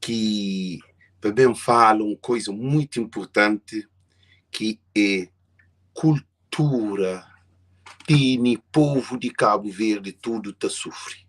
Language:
Kabuverdianu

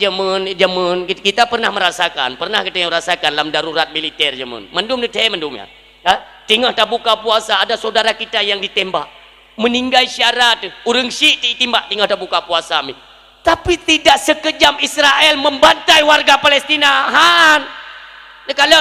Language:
Achinese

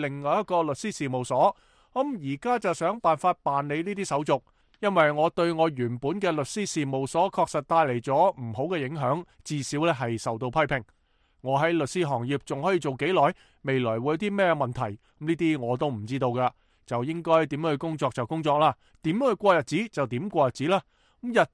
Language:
Cantonese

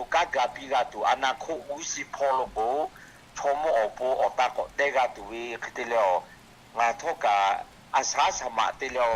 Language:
Lahu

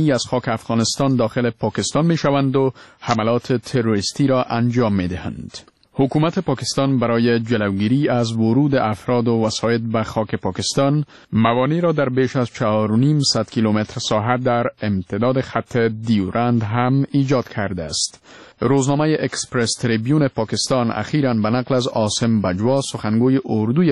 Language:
Persian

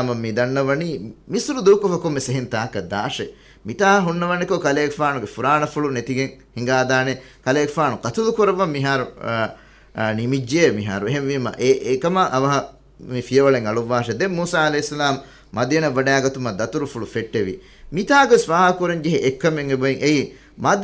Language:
Divehi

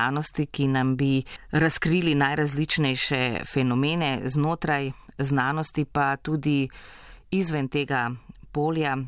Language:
Slovenian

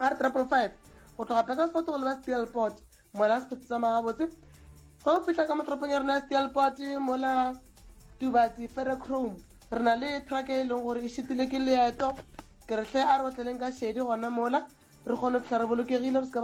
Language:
Northern Sotho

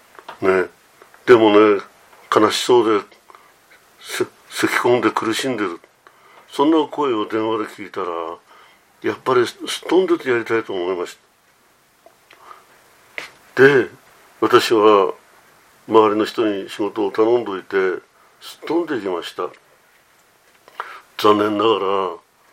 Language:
Japanese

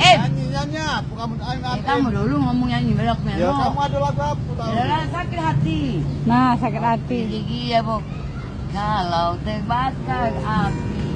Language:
Musi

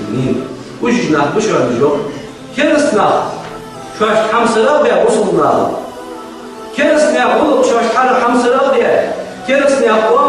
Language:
Ingush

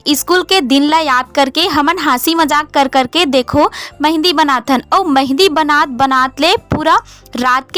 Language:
Chhattisgarhi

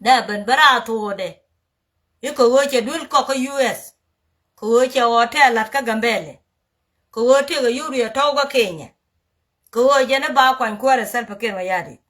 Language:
Nuer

